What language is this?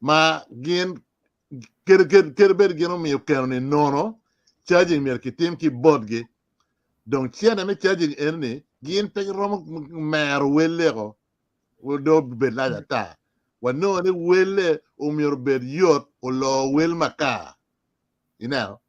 Acoli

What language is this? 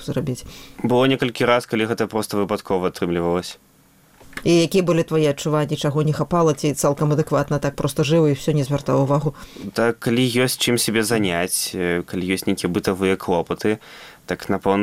Belarusian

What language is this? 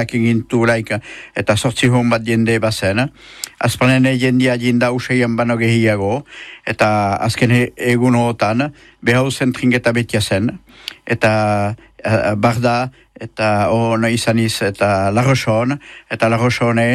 Basque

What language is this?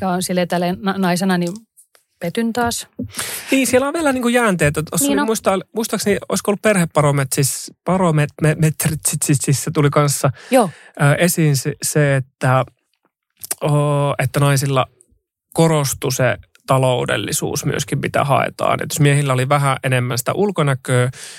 Finnish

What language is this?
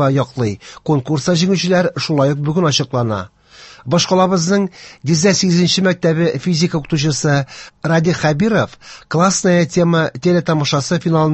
Tatar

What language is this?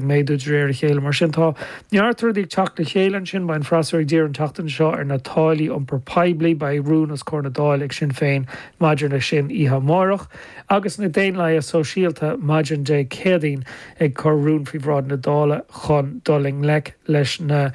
Irish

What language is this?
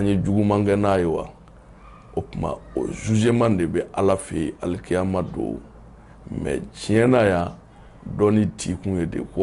Bambara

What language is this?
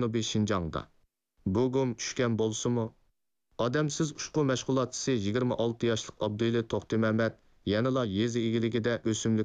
Uyghur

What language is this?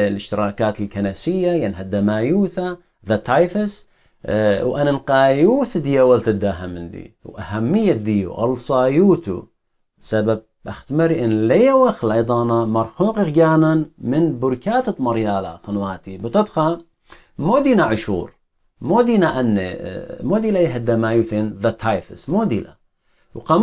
Assyrian Neo-Aramaic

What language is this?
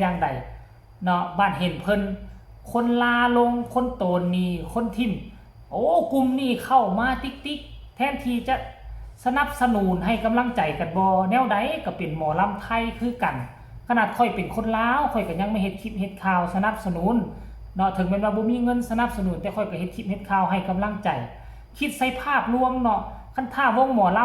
Northeastern Thai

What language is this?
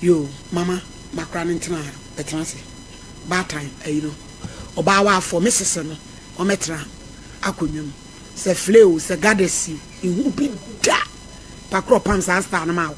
Akan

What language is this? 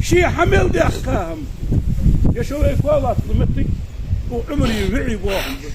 Ingush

